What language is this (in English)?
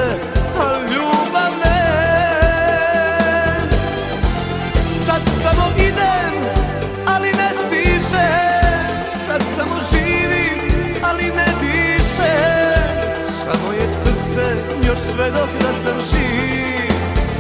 Serbian